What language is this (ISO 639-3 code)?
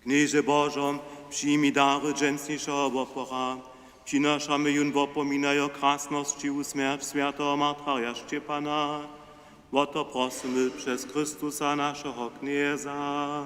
hsb